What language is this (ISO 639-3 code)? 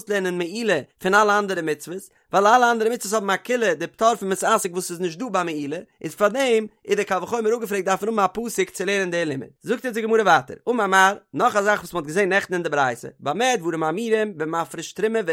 yid